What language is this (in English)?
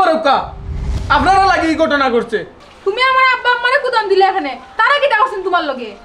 Sylheti